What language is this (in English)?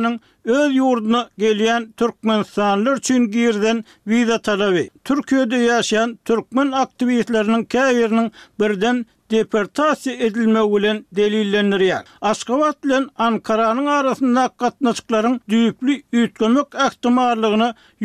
Turkmen